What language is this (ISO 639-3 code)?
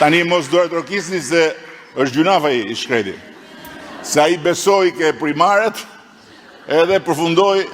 sqi